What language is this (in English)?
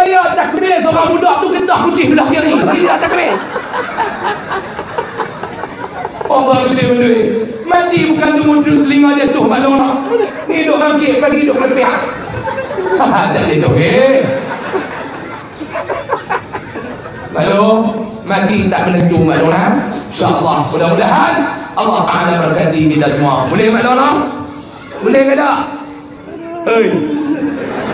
Malay